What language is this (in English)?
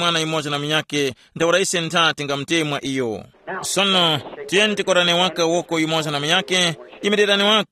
Tumbuka